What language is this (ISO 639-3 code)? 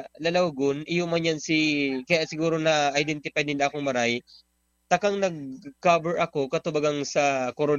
bik